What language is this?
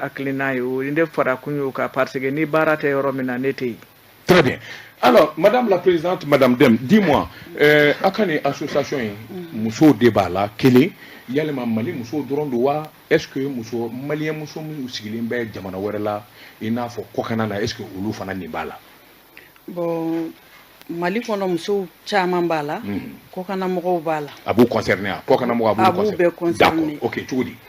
Bambara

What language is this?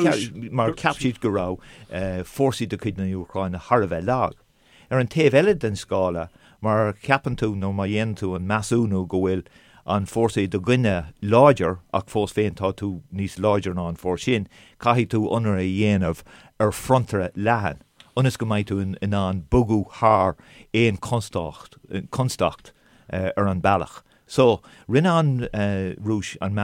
Irish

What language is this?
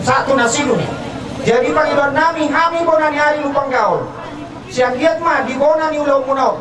Batak Toba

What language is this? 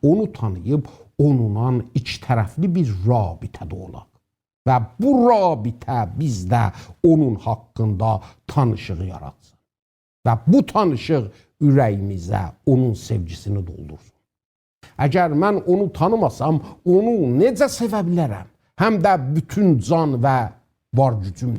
South Azerbaijani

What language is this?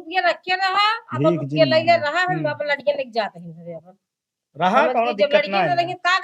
Awadhi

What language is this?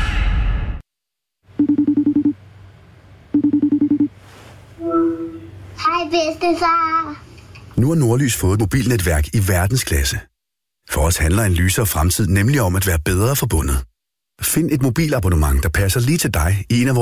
Danish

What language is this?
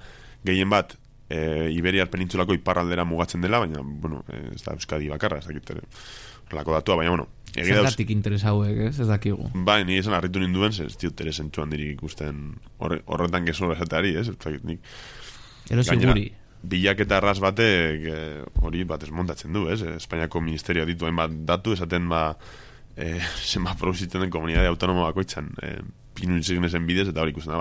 Basque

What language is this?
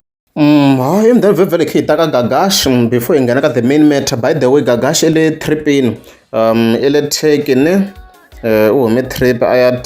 Tsonga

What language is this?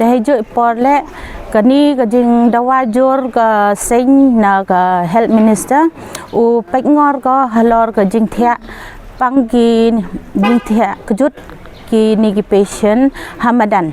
Pnar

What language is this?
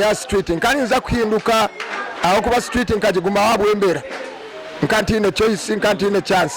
Nyankole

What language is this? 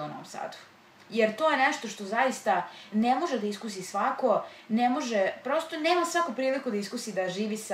Serbian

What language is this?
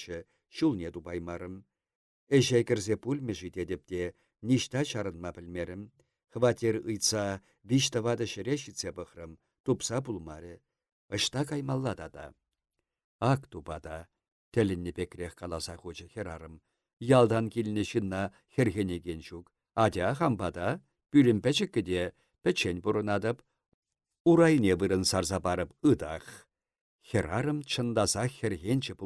Chuvash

